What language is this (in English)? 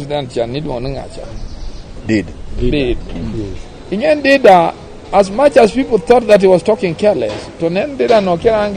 Luo (Kenya and Tanzania)